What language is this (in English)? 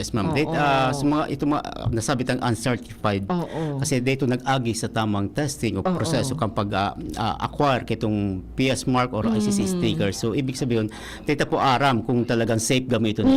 Bikol